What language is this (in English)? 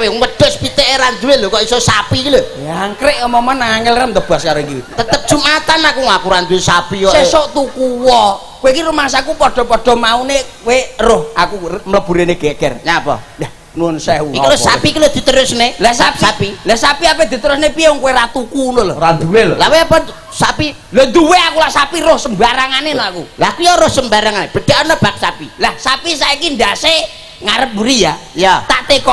Javanese